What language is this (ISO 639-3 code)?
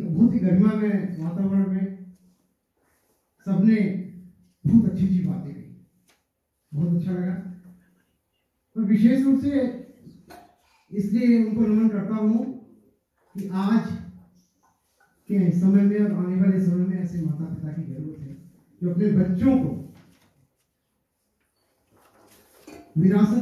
hin